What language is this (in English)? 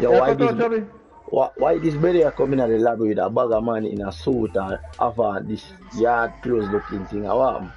Jamaican Creole English